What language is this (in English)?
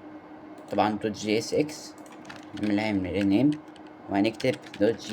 Egyptian Arabic